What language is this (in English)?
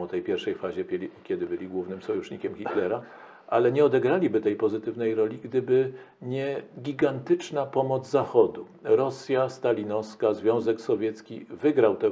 Polish